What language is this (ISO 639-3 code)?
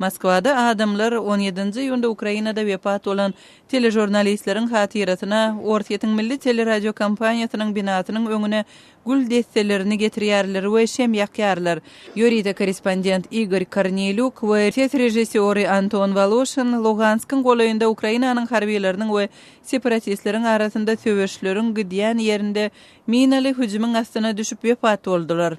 tuk